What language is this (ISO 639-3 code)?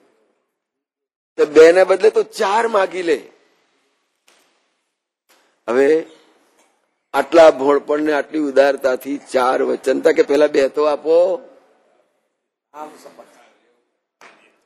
guj